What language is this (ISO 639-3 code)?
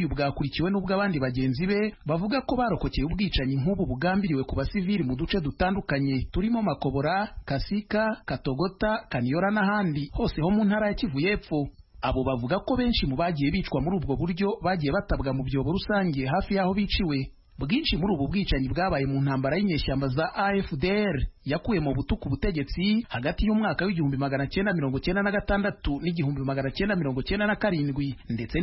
kin